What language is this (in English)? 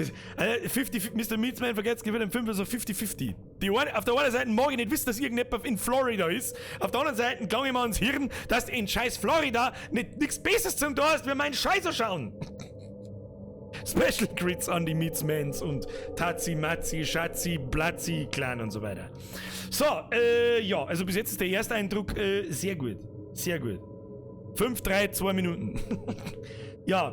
Bavarian